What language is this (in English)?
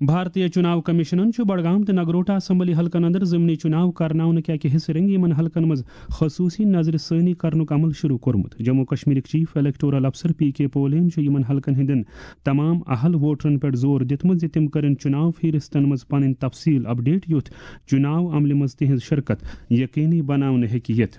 Kashmiri